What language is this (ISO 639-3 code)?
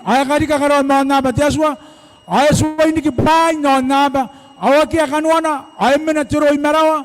gil